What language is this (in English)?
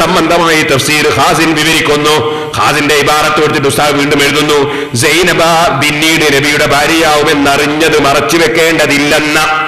Malayalam